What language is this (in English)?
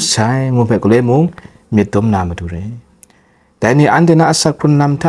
Kachin